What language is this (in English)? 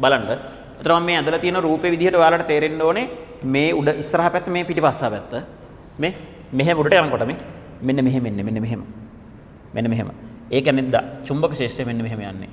Sinhala